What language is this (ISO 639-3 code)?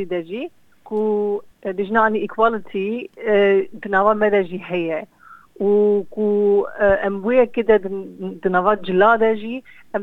kur